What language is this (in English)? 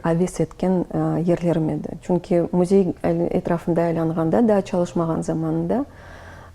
Crimean Tatar